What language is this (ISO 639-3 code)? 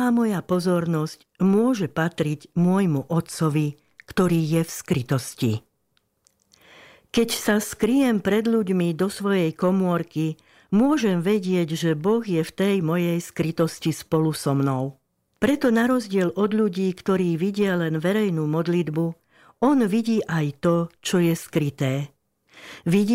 slk